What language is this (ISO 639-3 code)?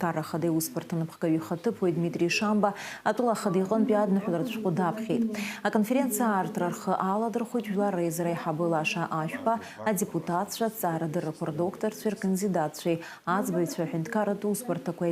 abk